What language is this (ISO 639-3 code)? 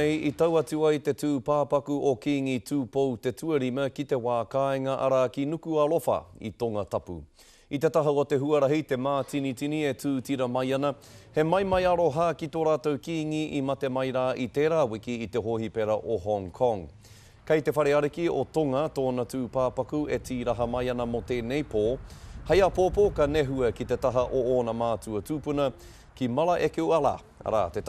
mri